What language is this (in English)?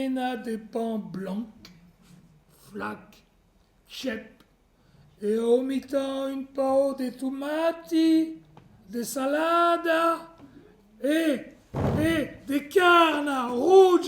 Occitan